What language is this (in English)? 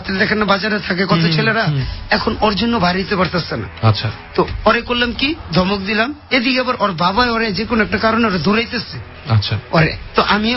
Bangla